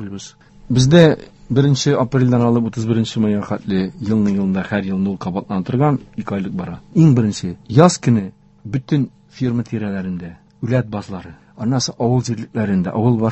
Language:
Tatar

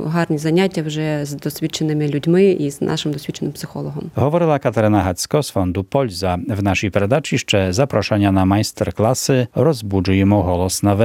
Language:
Ukrainian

